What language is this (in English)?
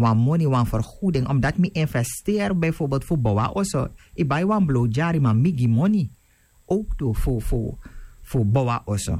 Sranan Tongo